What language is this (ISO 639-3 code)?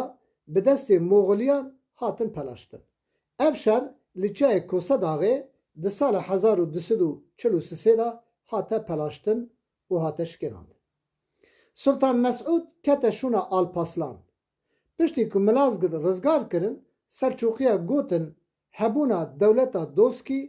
kur